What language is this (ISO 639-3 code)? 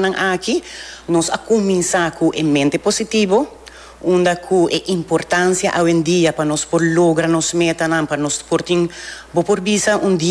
pap